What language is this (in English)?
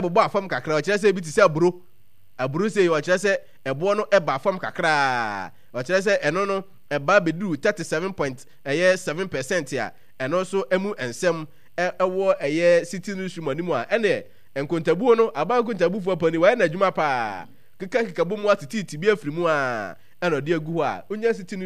Akan